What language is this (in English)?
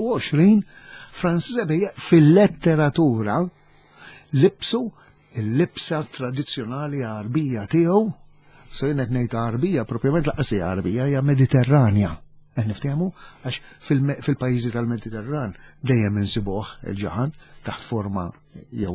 Maltese